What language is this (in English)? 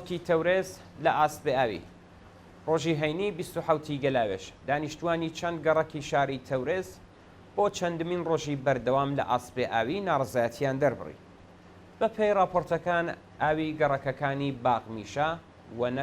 Central Kurdish